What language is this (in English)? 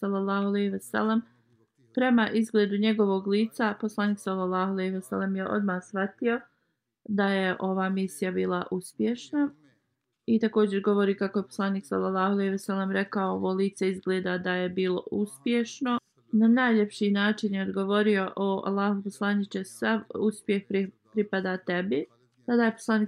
Bosnian